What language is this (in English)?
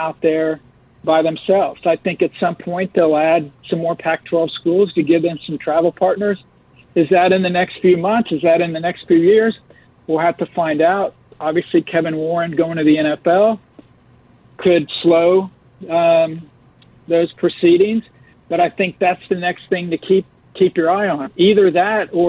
English